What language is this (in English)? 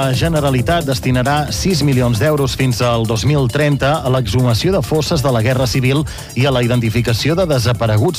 Catalan